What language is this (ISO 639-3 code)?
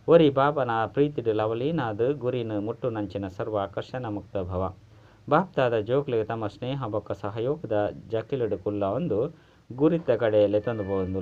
tcy